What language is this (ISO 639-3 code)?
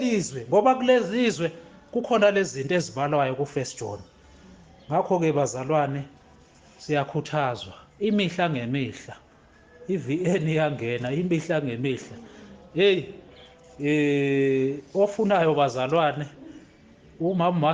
zul